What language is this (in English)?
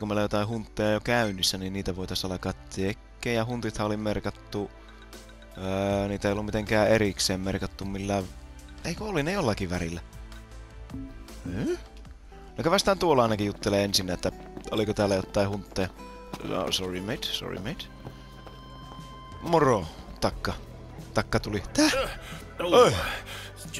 Finnish